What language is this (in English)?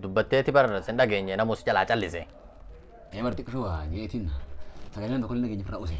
Oromo